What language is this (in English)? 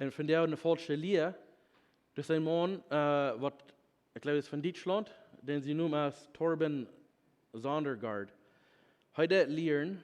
Plautdietsch